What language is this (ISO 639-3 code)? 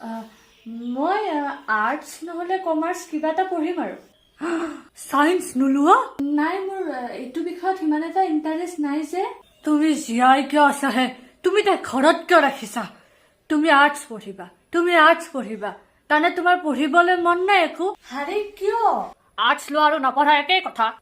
asm